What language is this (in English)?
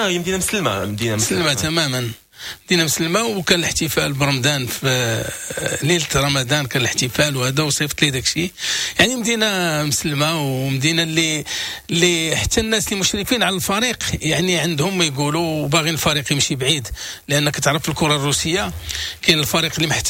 Moroccan Arabic